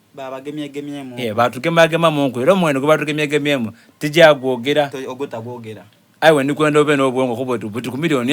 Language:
Soga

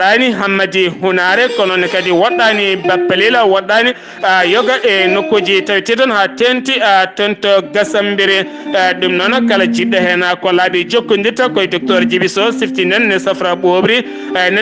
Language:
Fula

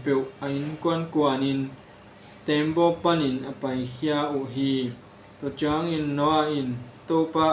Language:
Tedim Chin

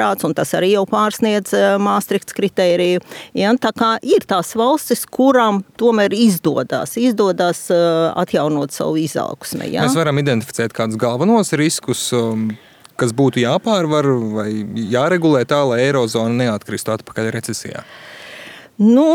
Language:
Latvian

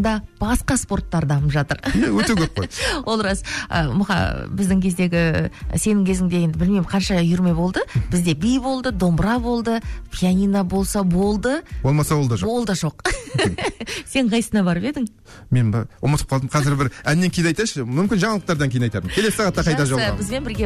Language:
Kazakh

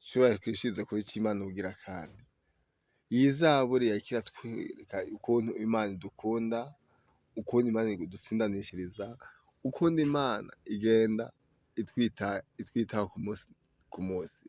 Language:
Rundi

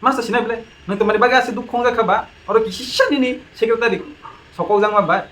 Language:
Kok Borok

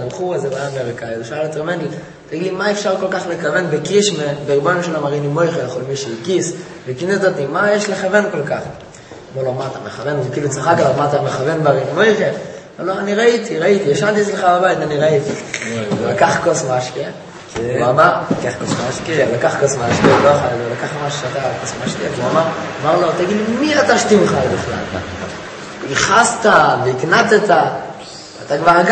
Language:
Hebrew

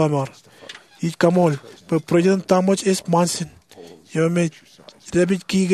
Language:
Marshallese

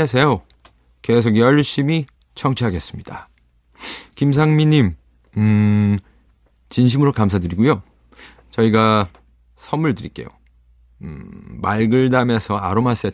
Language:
Korean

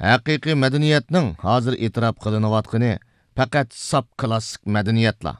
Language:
Uyghur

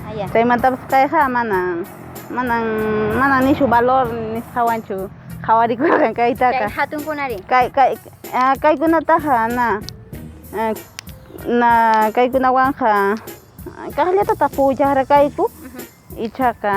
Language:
Quechua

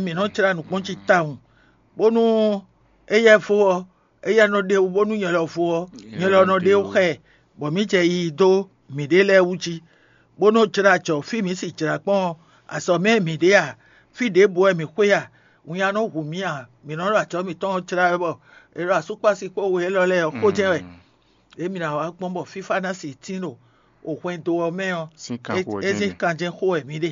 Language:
Fon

